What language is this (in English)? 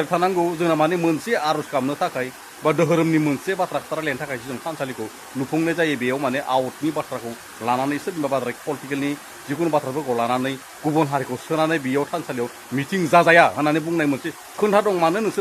Bodo